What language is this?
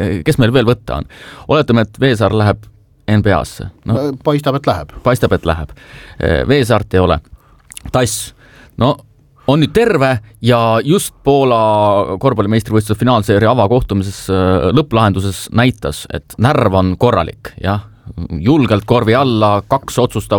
Estonian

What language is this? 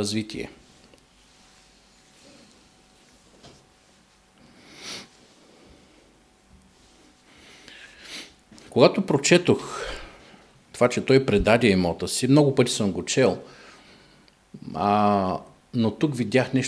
Bulgarian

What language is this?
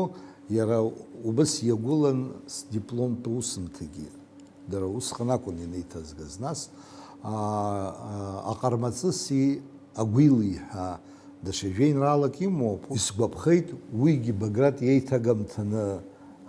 Abkhazian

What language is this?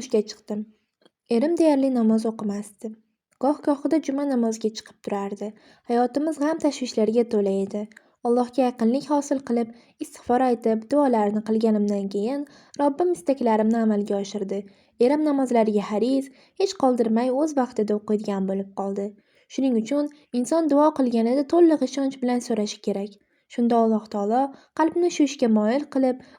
Uzbek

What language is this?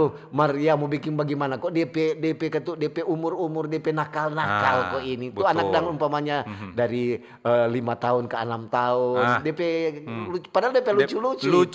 Manado Malay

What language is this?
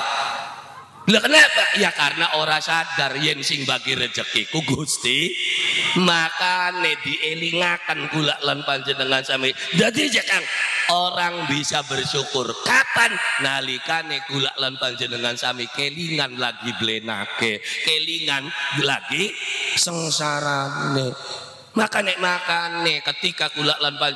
Javanese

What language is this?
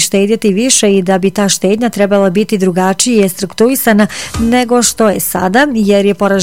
Bosnian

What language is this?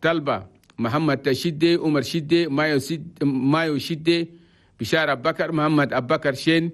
Chadian Arabic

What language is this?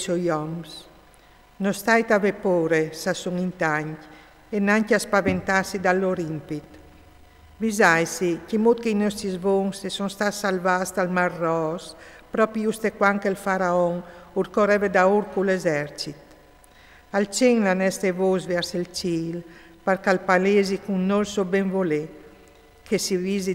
Friulian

